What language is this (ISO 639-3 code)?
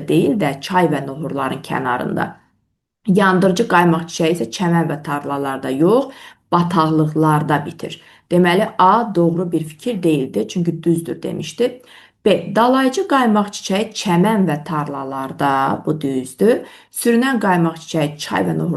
aze